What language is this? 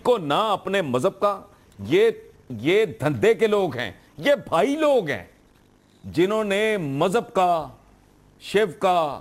Urdu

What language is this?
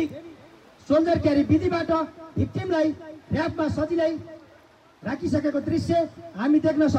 Nepali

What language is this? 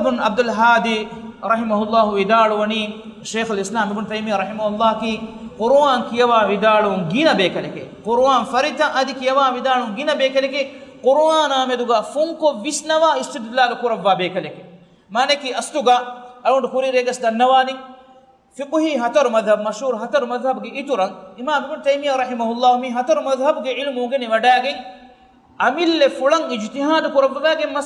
Divehi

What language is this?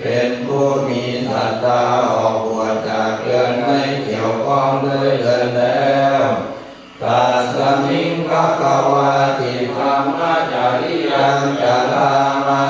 Pali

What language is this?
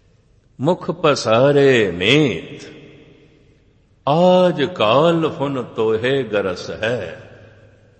Punjabi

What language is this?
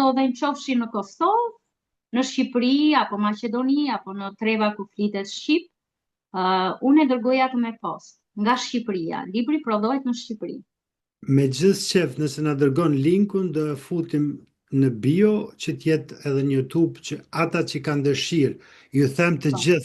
Albanian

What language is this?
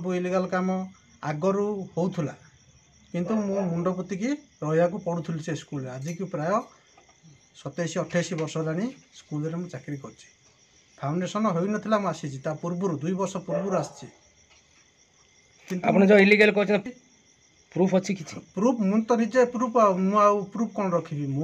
Odia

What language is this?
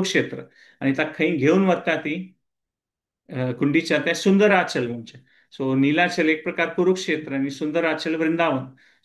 Konkani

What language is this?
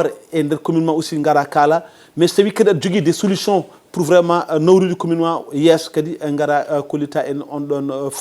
Fula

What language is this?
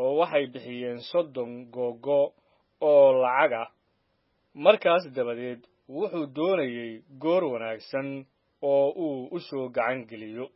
Somali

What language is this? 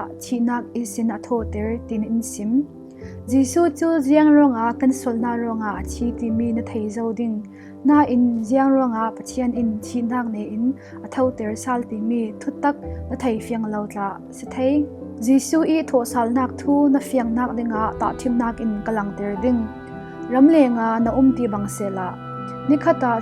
Falam Chin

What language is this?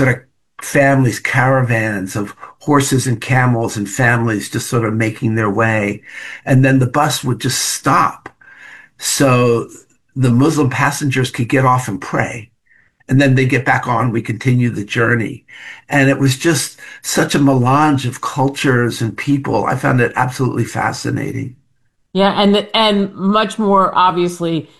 English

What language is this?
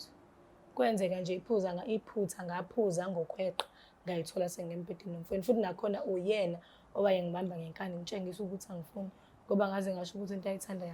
Zulu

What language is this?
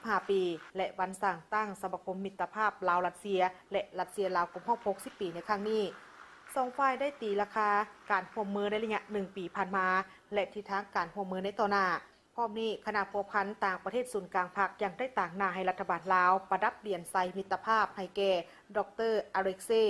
Lao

